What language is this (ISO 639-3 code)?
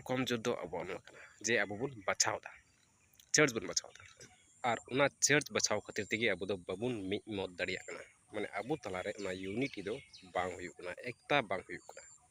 sat